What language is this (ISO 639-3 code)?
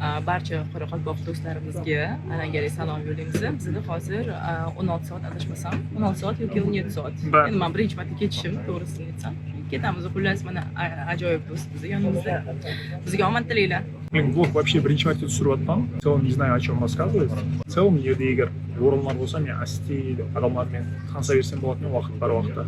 kaa